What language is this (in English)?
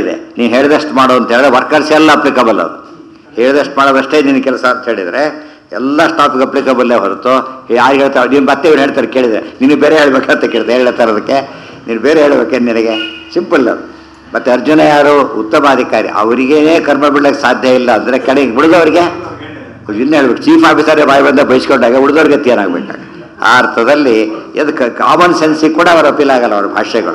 Kannada